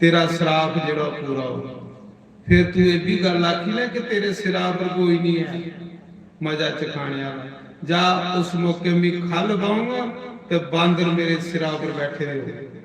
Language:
Dogri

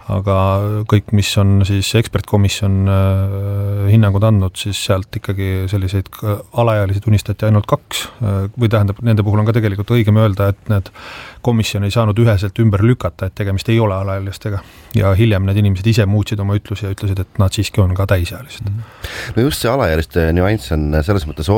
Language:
Estonian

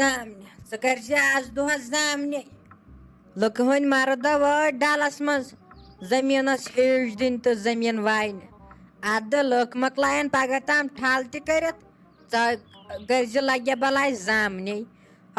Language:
Kashmiri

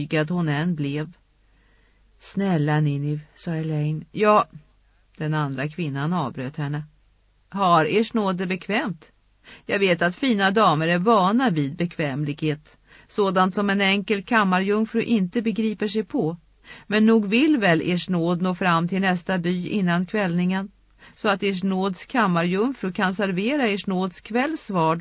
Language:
Swedish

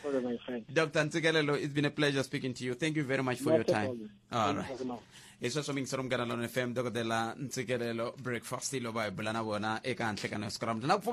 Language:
Tsonga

